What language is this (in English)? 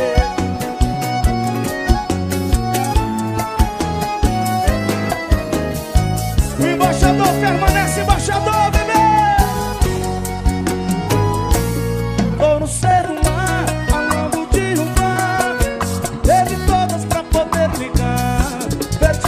Portuguese